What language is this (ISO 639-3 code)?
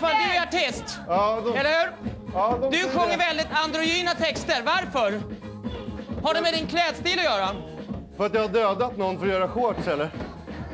swe